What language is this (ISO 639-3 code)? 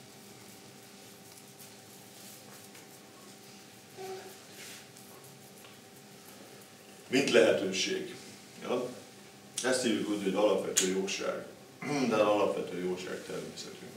hun